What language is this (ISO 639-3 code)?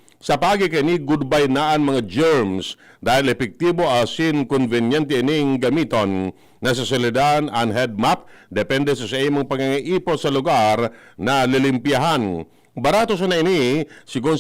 bik